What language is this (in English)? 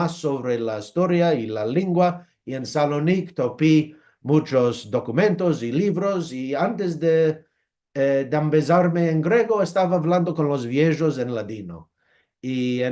Ladino